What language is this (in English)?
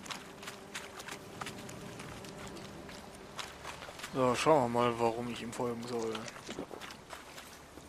German